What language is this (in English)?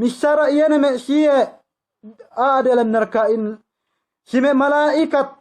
Yakan